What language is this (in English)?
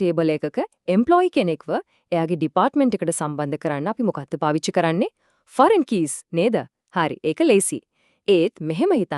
Sinhala